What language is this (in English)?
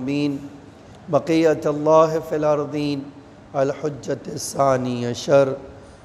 Urdu